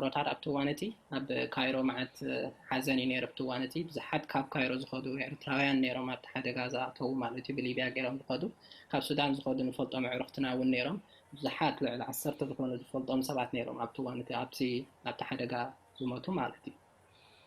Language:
Tigrinya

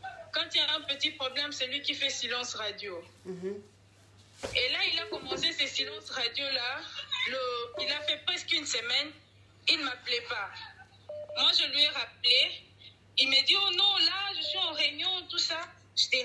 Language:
French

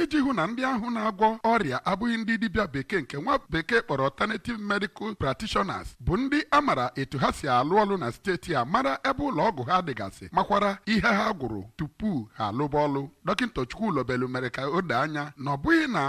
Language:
Igbo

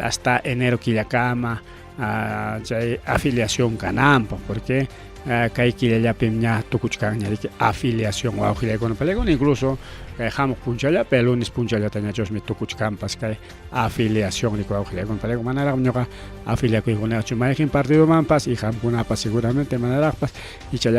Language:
Ayacucho Quechua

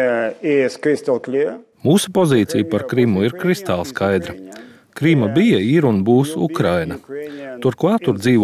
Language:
Latvian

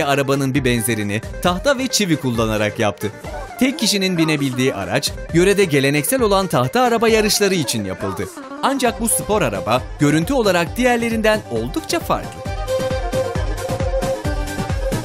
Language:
Turkish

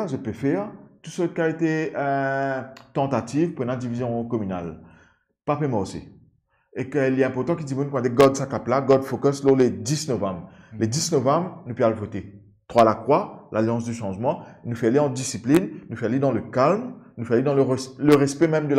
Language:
Morisyen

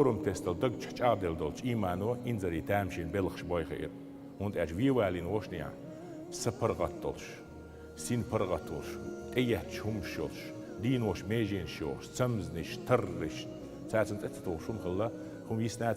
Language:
Chechen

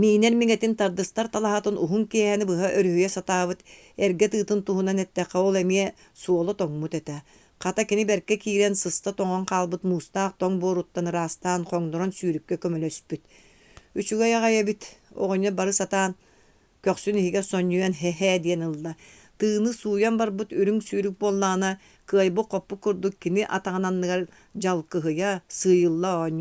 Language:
Yakut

